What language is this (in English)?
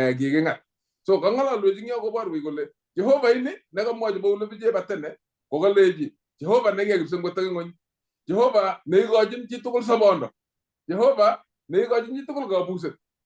Kalenjin